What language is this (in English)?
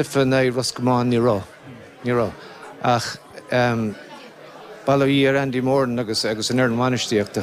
Irish